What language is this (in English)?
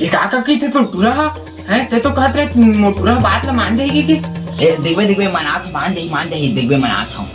Chhattisgarhi